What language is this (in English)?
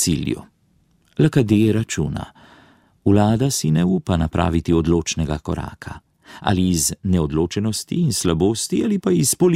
Slovenian